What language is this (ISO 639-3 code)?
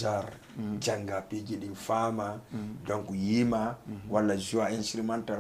ful